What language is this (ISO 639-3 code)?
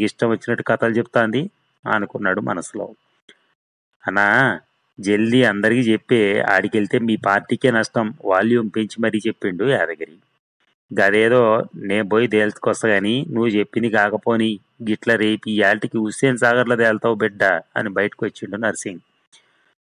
tel